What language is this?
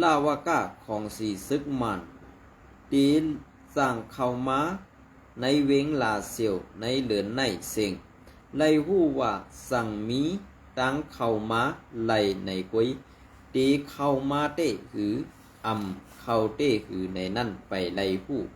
Shan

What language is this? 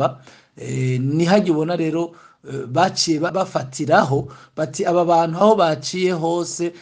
Rundi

